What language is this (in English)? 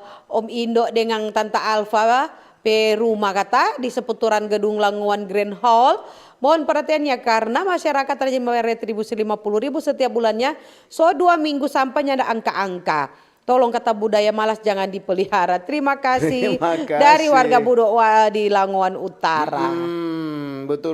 Manado Malay